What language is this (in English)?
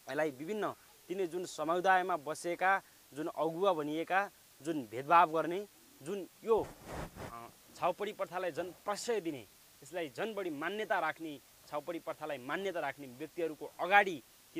Nepali